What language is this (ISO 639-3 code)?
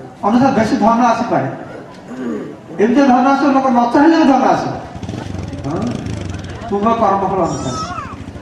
ori